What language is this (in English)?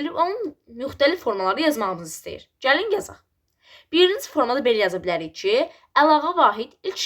Azerbaijani